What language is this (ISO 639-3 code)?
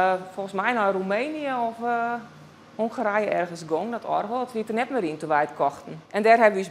fry